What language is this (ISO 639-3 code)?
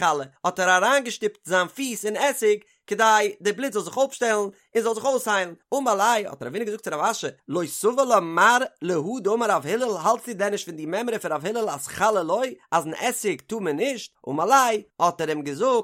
yid